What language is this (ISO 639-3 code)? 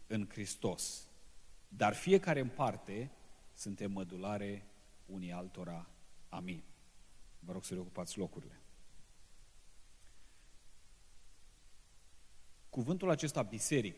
ron